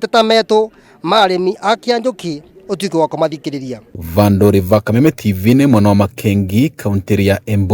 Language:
Kikuyu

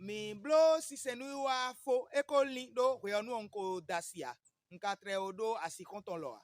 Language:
Fon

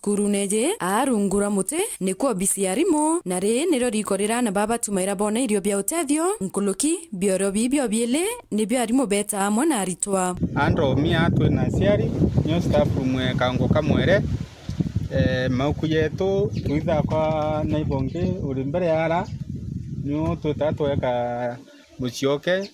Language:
Meru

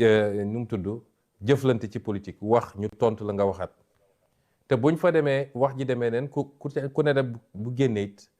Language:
Wolof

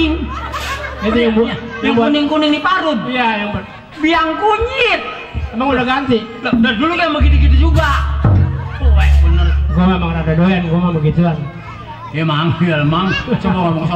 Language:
Betawi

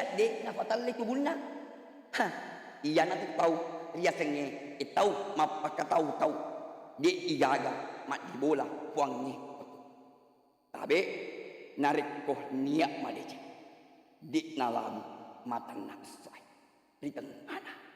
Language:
Buginese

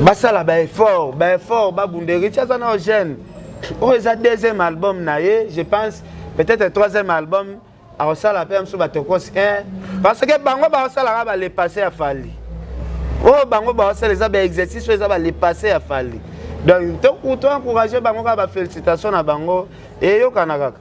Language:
Lingala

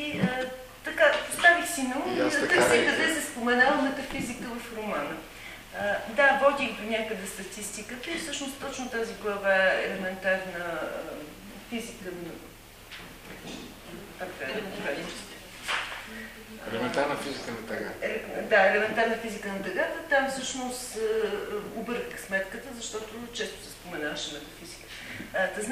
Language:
Bulgarian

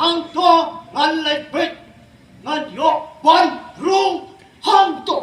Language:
Khasi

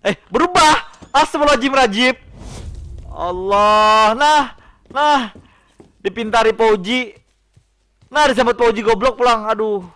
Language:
Banjar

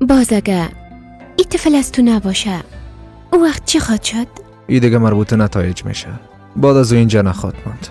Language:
Persian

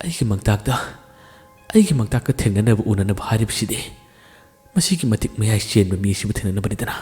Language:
Manipuri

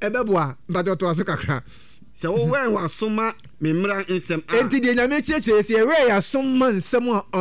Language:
Akan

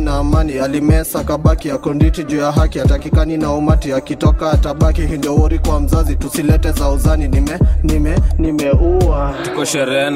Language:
Swahili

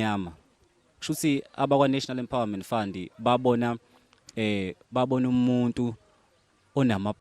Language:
Zulu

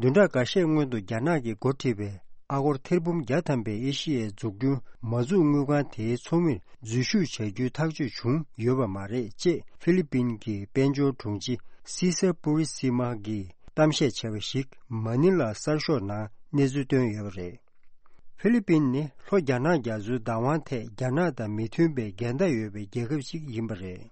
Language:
Tibetan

